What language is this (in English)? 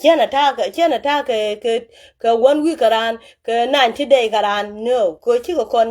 Nuer